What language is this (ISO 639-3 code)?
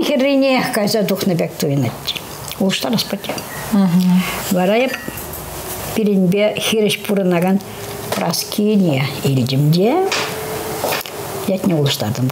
chv